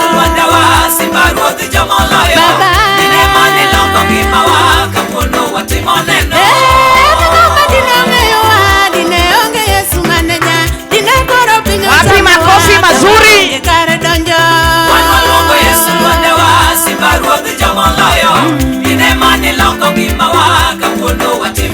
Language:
Luo (Kenya and Tanzania)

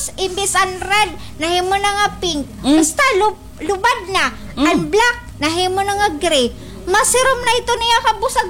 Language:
Waray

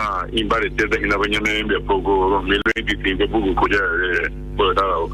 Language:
Guarani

